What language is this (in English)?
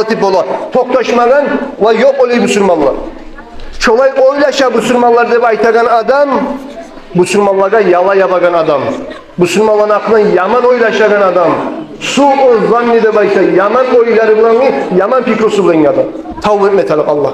Kumyk